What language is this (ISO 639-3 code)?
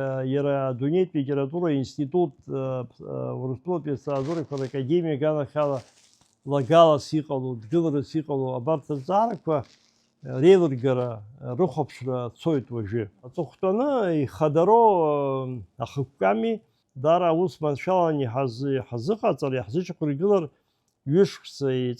abk